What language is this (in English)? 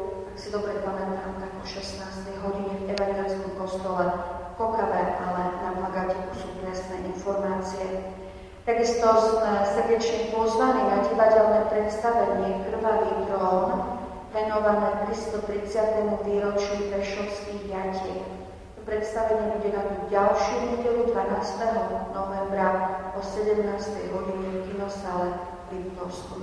Slovak